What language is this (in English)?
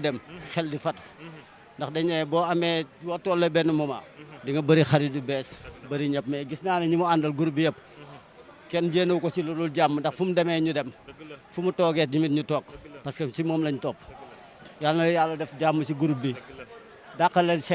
Wolof